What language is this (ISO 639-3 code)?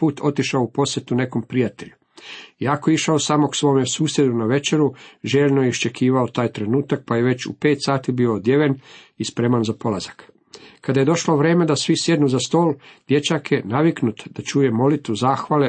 hrv